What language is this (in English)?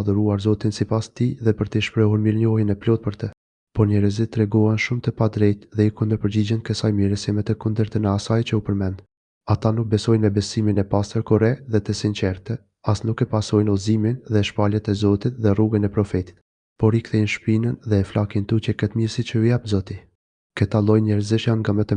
Albanian